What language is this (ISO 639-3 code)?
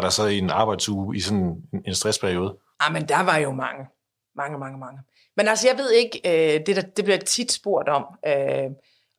dan